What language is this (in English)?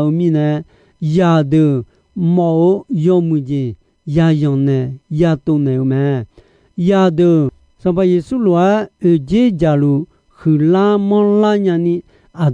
Akha